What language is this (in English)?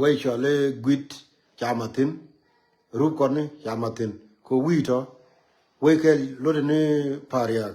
Nuer